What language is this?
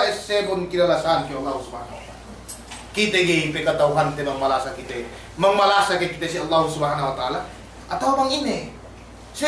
Yakan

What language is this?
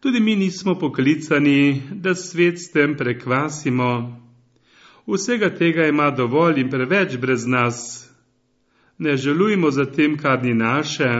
Slovenian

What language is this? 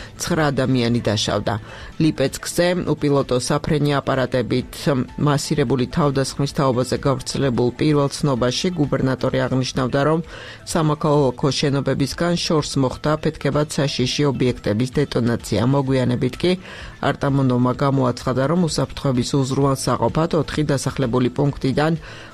Georgian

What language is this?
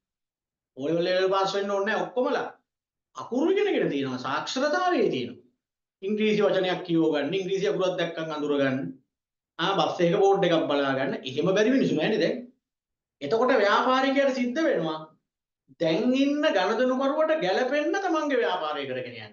Sinhala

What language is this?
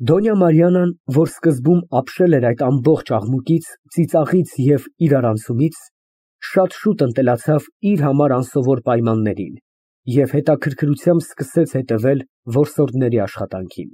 Armenian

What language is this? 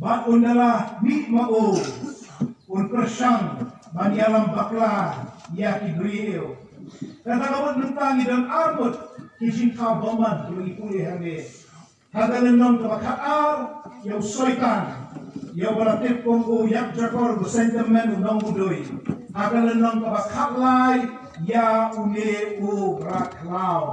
Khasi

